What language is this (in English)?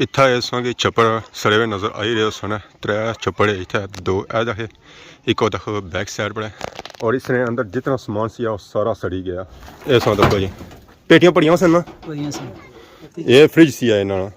Pahari-Potwari